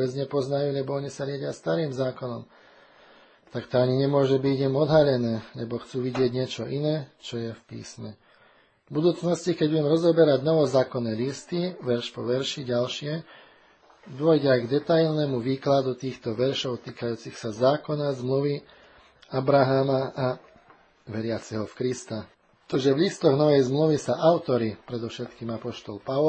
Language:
Slovak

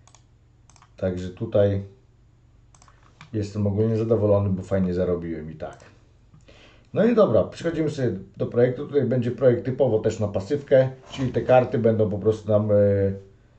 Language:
Polish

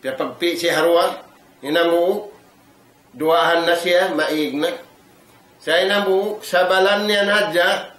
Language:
Tausug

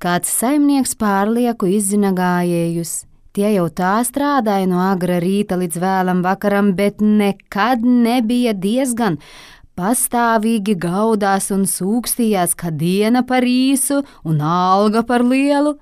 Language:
Latvian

